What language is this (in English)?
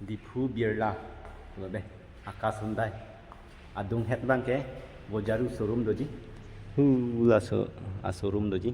Karbi